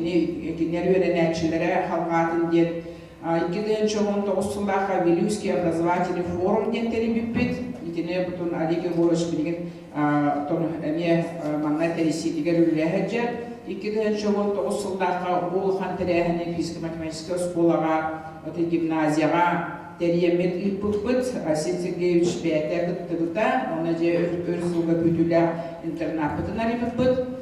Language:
Yakut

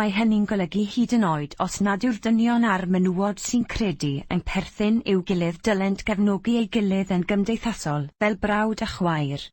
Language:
Welsh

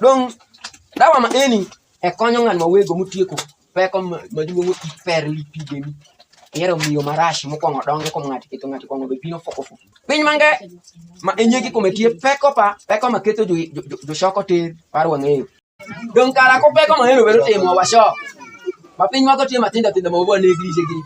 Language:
Alur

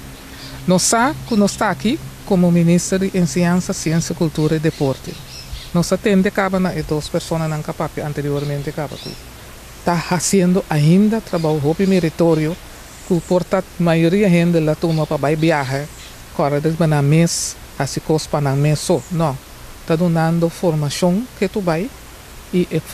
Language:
Papiamento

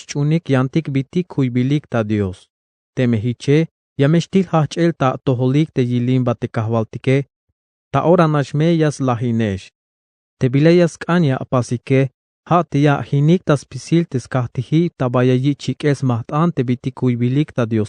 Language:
Tzeltal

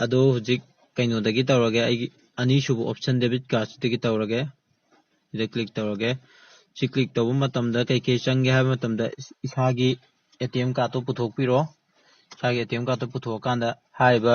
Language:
Manipuri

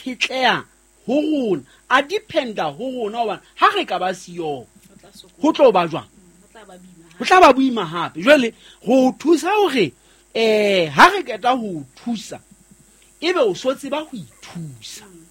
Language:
Southern Sotho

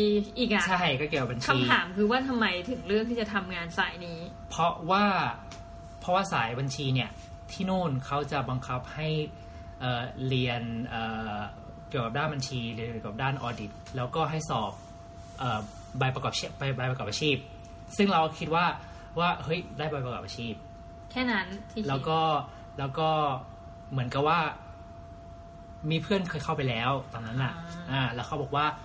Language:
Thai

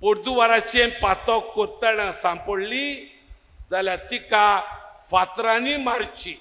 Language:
Konkani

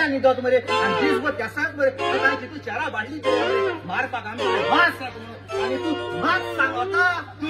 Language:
Konkani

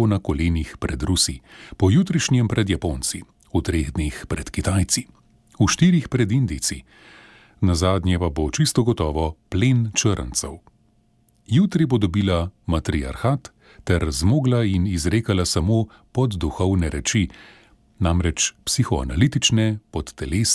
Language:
Slovenian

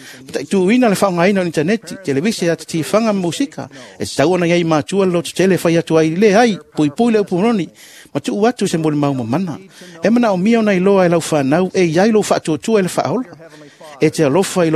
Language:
Samoan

